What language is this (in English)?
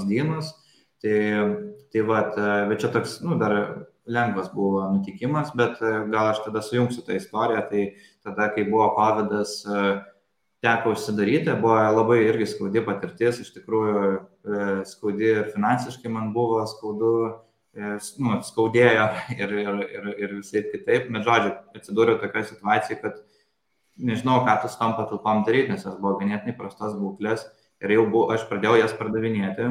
Lithuanian